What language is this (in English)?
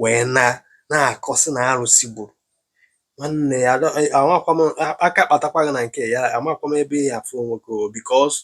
Igbo